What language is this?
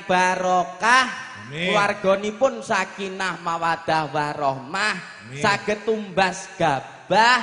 Javanese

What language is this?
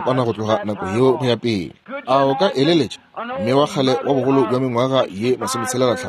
Northern Sotho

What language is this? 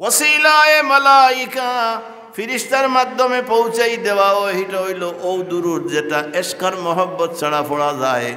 Sylheti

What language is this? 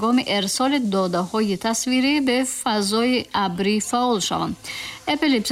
Tajik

